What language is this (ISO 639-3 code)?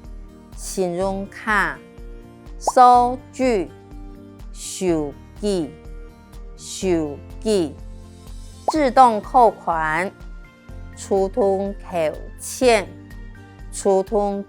hak